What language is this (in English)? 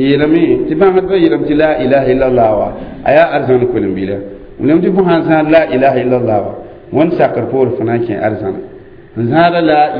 Mossi